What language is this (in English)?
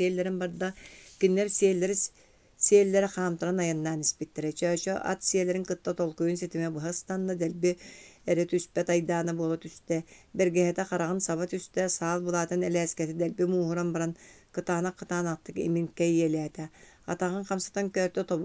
Yakut